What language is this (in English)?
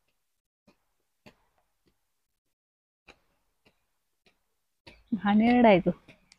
Marathi